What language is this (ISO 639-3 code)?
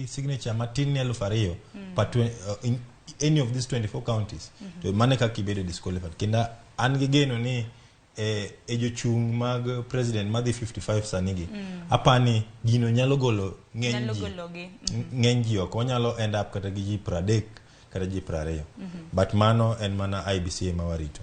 luo